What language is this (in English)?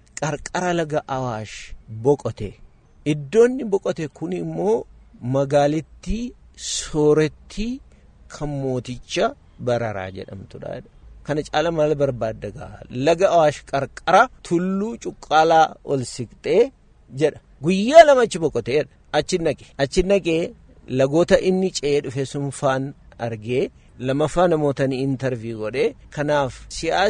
Oromo